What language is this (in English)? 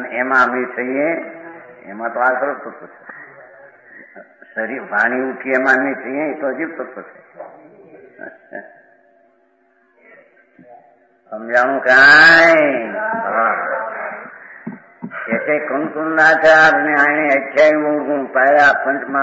Gujarati